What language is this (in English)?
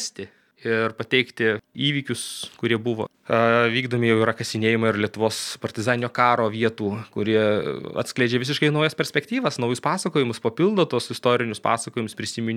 Lithuanian